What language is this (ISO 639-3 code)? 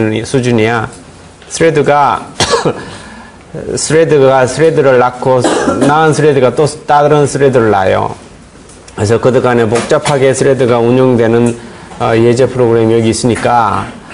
kor